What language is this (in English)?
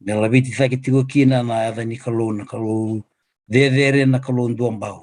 Fijian